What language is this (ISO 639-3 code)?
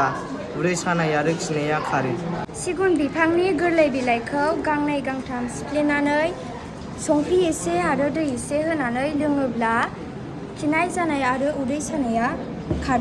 brx